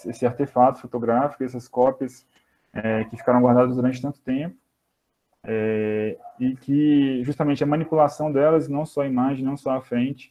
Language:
Portuguese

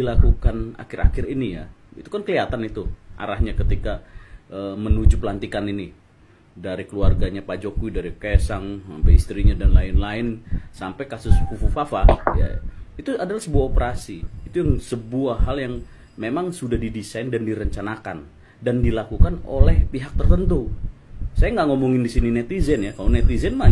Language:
Indonesian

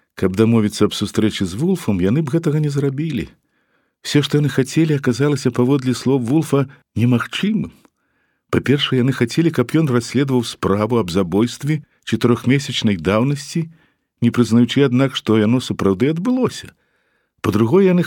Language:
Belarusian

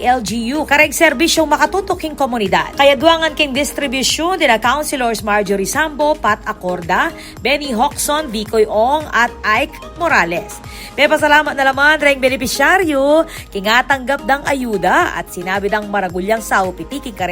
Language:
Pampanga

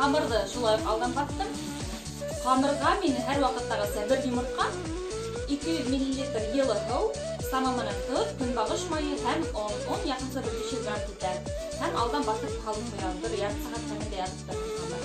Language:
Bashkir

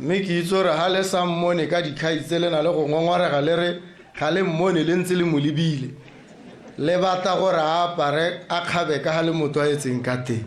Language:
Tswana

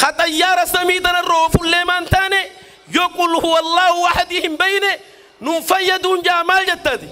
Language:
Oromo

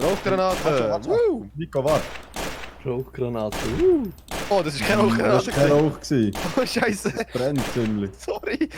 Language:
Swiss German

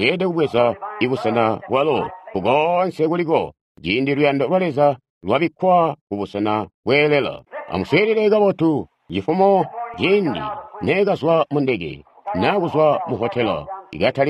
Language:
Tonga (Zambia)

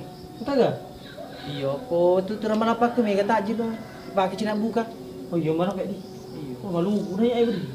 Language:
Buginese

